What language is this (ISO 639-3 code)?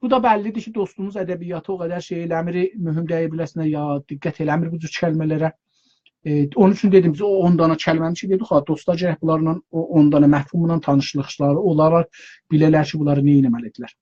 azb